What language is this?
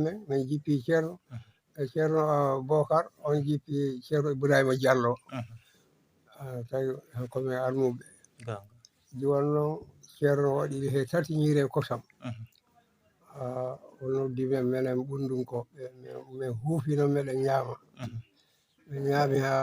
Fula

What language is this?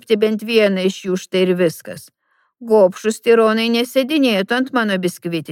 Lithuanian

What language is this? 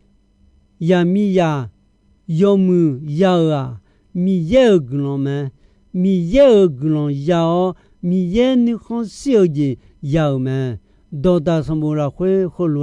Akha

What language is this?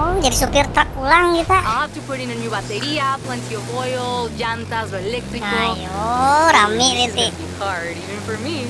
Banjar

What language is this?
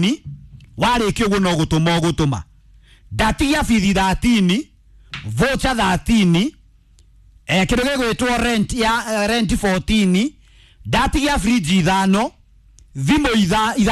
Kikuyu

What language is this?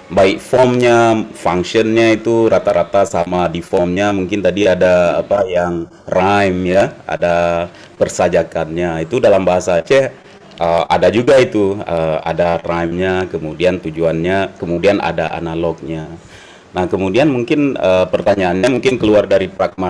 Indonesian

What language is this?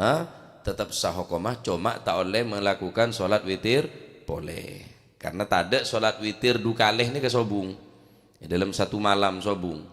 Madurese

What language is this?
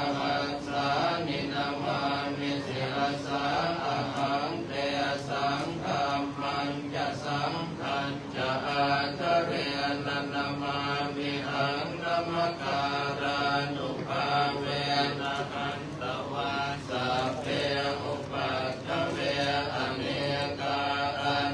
Pali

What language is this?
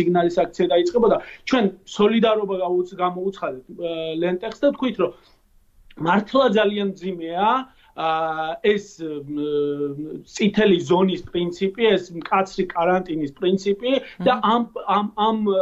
Georgian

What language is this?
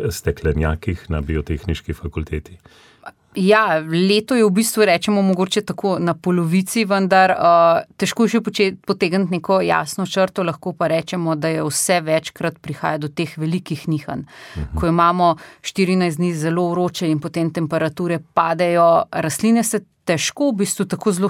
Slovenian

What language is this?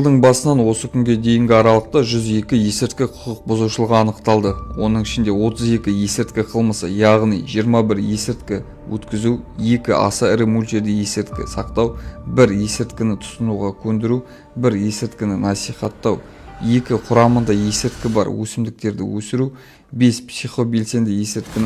Kazakh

